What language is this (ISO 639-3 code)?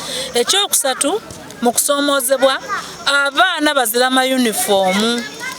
xog